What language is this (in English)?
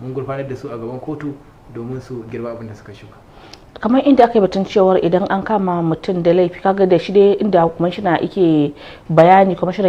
Hausa